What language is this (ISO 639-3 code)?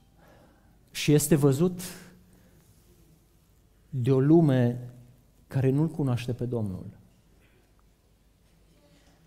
ron